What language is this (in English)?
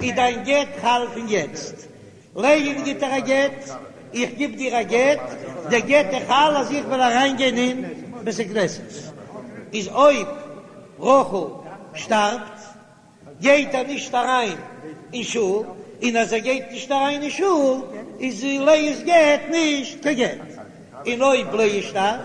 Yiddish